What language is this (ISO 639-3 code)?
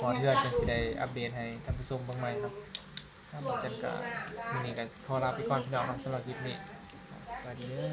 tts